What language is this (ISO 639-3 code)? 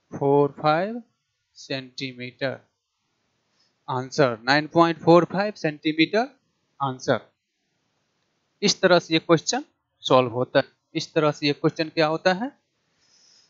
hin